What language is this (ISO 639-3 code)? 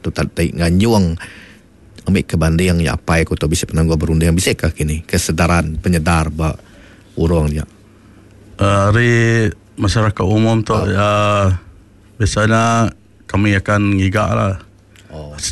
iba